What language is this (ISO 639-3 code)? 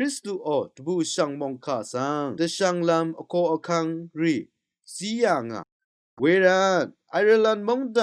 raw